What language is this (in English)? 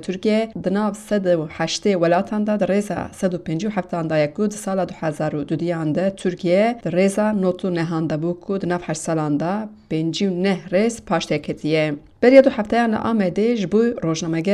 Kurdish